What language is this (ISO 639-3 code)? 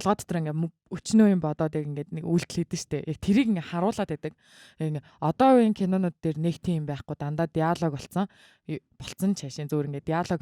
mon